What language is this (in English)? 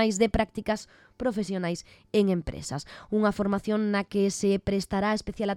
Galician